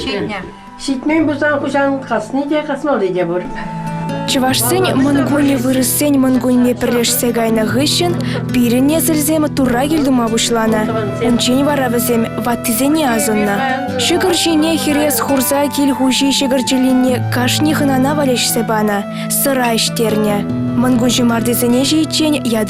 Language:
Chuvash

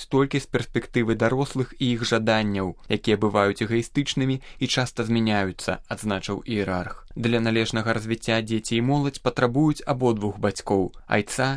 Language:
Belarusian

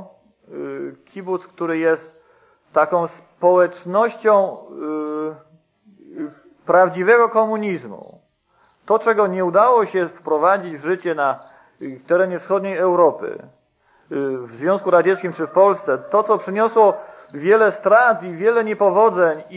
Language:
Polish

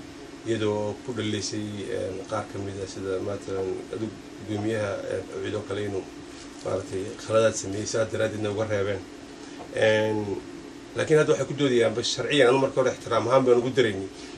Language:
Somali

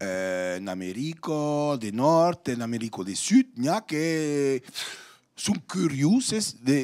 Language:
Occitan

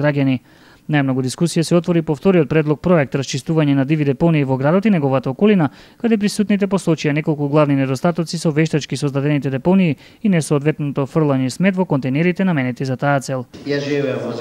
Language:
Macedonian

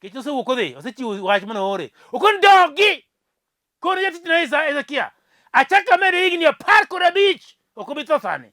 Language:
Luo (Kenya and Tanzania)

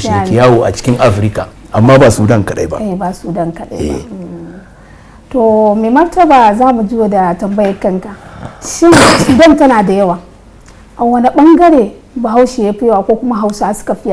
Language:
Hausa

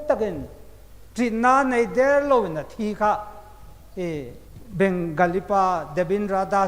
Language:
Hmar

